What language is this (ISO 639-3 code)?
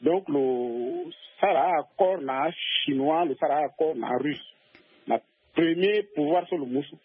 sag